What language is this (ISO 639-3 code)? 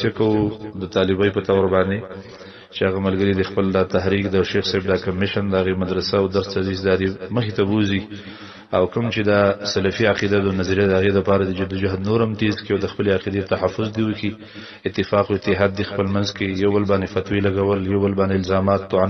pus